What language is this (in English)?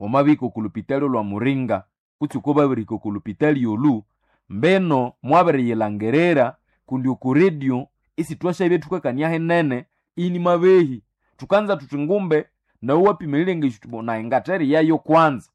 Nande